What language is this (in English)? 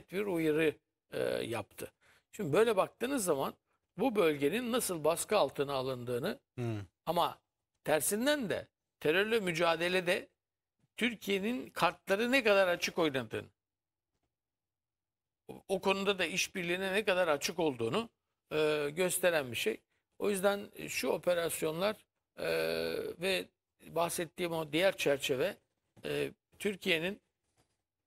Turkish